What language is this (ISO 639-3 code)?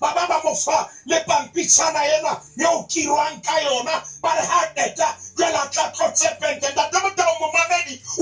sot